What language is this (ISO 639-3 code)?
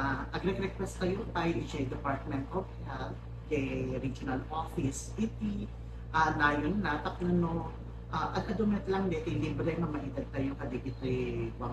ilo